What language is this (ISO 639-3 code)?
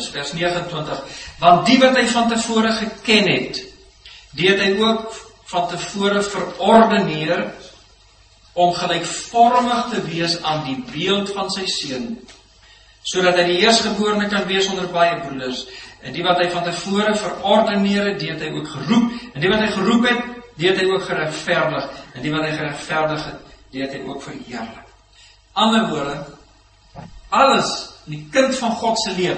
afr